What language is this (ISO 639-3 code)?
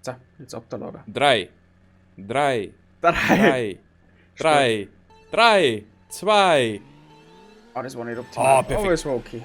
bar